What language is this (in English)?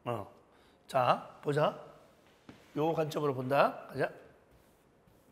Korean